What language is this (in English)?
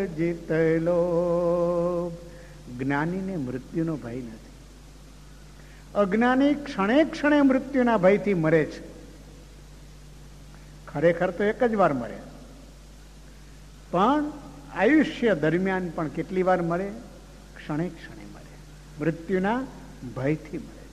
Gujarati